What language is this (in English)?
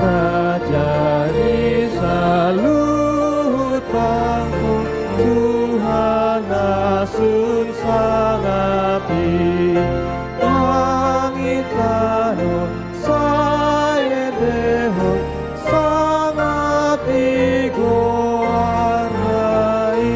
Batak Toba